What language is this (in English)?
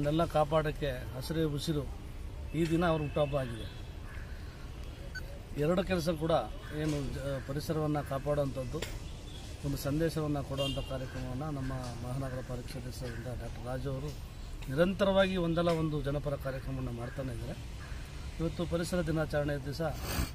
Kannada